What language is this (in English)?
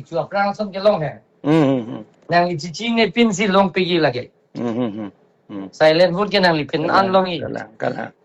Karbi